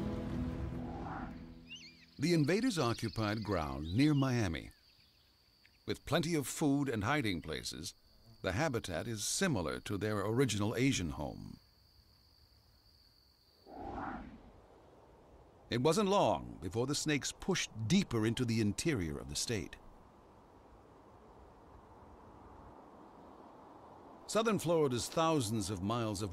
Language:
English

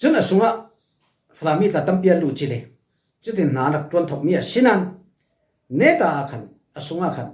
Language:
Falam Chin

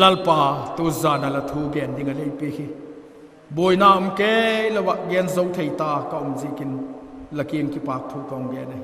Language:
Vaiphei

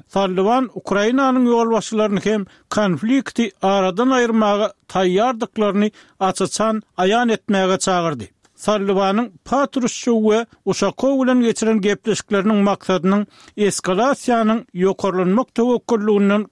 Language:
Turkmen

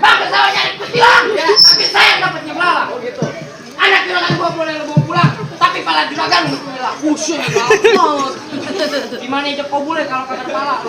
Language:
Betawi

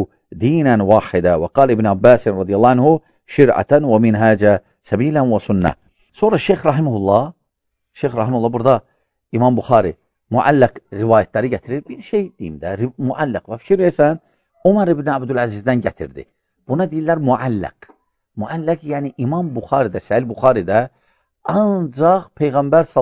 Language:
Azerbaijani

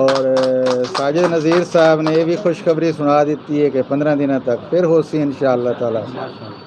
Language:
Saraiki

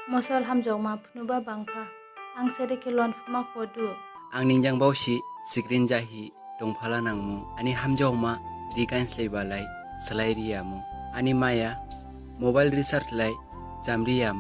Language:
Dimasa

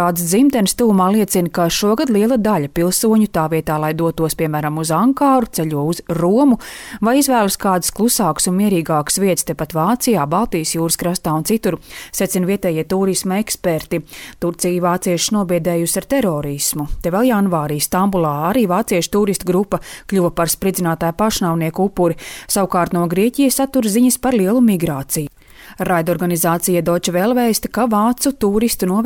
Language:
Latvian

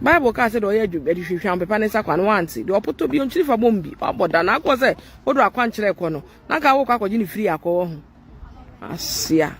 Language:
Akan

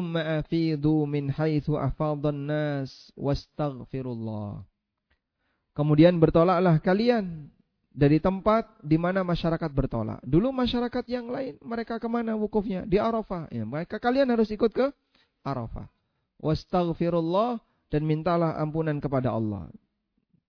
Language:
Indonesian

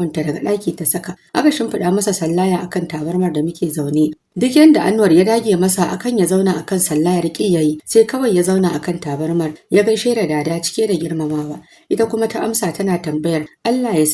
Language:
Hausa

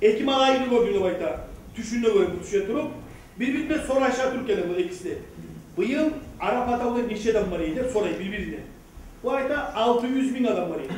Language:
Kumyk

